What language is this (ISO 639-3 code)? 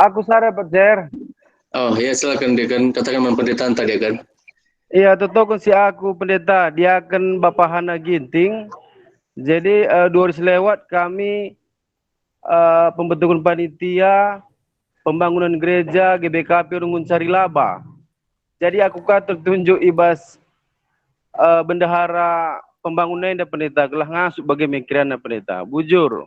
btx